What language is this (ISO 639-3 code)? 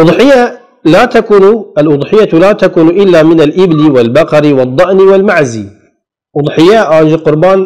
kur